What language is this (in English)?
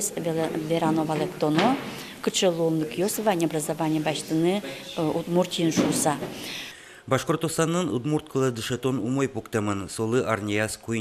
Udmurt